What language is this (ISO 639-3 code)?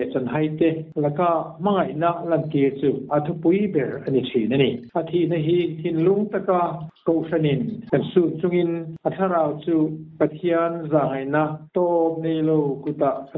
lus